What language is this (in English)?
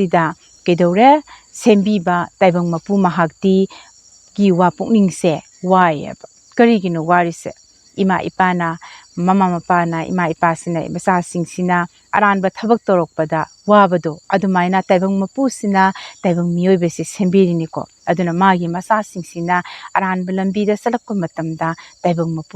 Manipuri